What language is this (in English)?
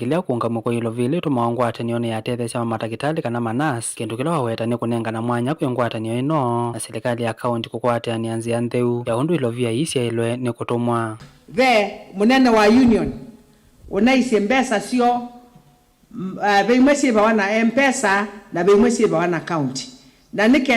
Kamba